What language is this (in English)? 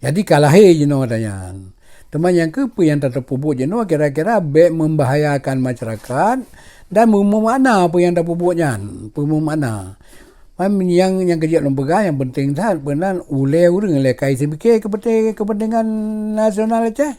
Achinese